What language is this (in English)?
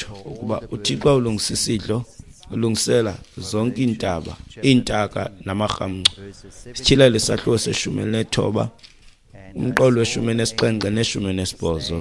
Xhosa